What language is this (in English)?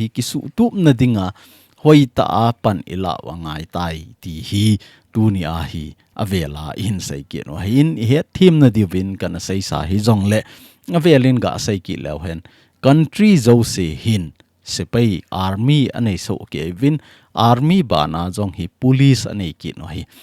Thado Chin